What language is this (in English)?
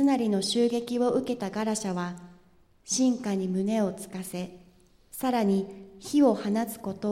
Japanese